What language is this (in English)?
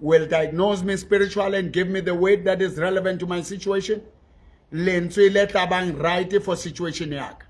Southern Sotho